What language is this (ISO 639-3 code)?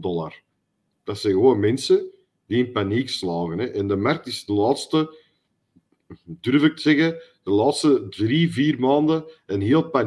nld